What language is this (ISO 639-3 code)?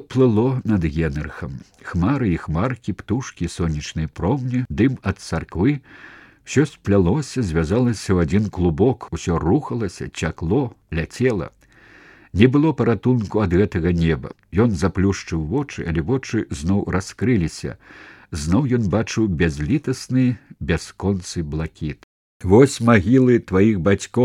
bel